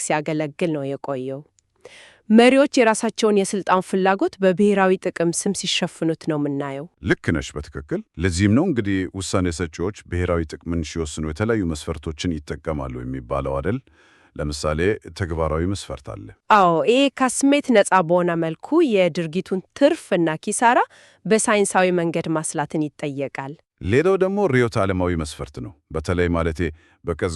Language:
Amharic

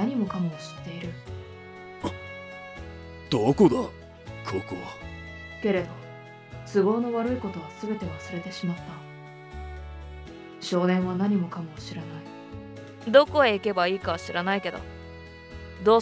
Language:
Japanese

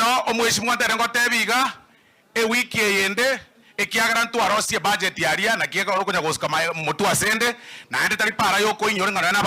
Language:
Gusii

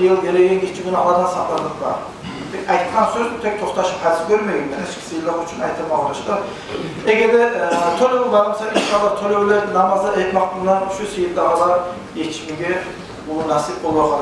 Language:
Kumyk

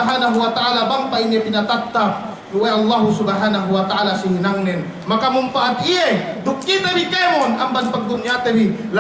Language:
Yakan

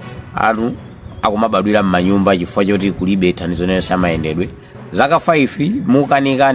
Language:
Nyanja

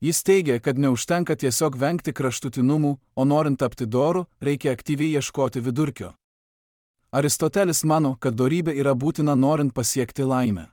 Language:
Lithuanian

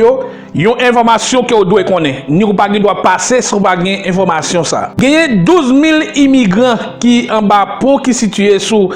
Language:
Haitian Creole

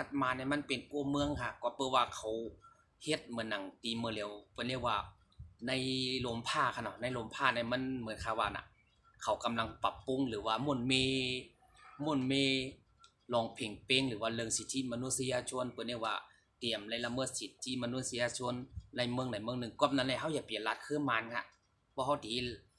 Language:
Shan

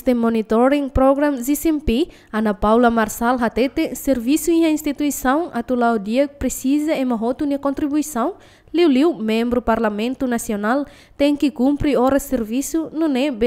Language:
Tetum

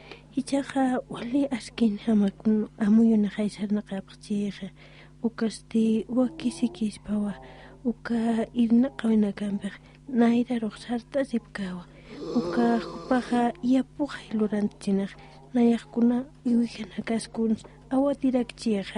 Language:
Aymara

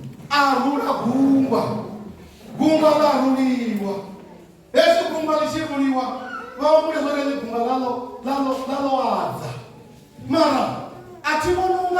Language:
Venda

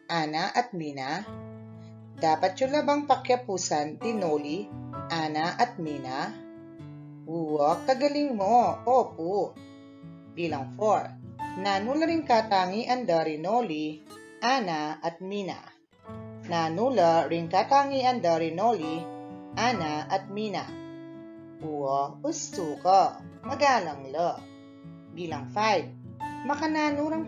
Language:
Pampanga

